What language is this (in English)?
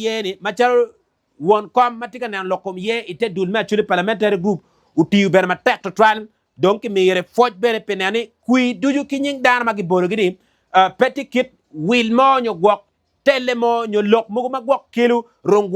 Acoli